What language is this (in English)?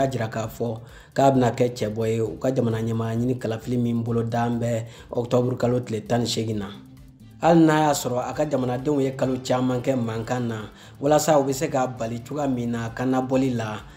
Bambara